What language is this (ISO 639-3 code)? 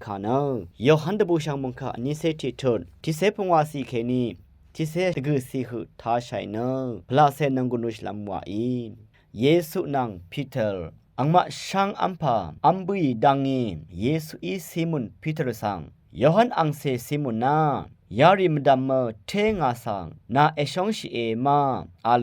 raw